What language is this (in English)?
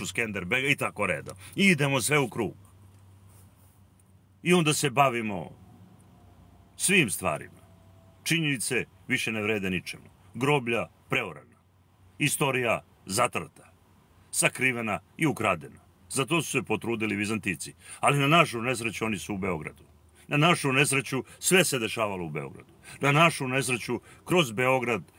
Serbian